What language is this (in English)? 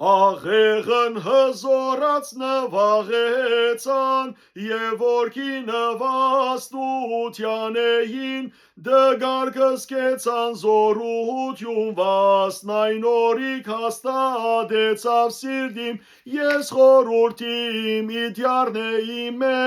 Western Armenian